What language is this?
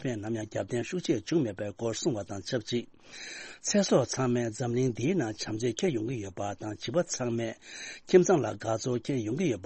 Tibetan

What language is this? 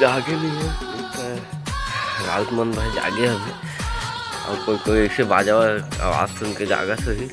Chhattisgarhi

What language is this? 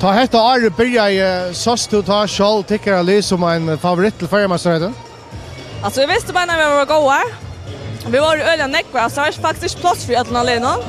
Faroese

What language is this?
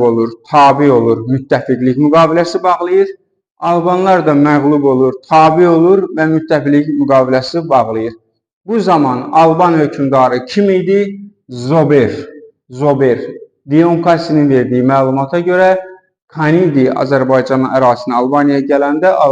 Azerbaijani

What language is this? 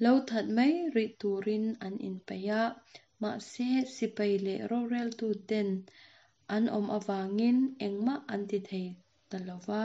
Mizo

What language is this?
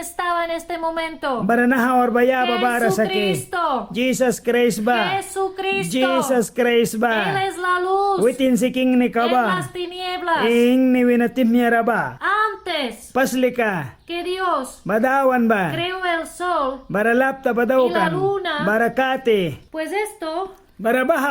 Mískito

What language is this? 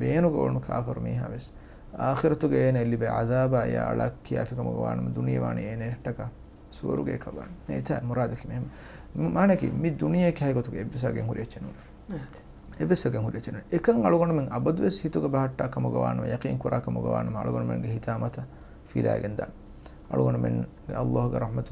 Divehi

